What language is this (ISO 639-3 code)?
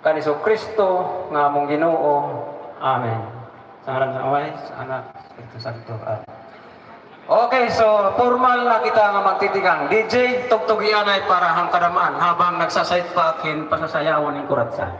war